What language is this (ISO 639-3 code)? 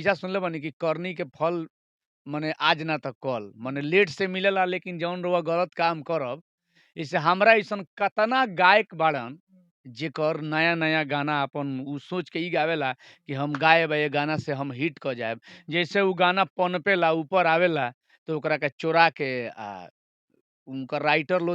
bho